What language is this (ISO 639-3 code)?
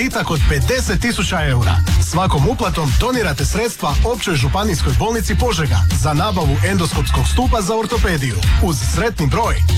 hrv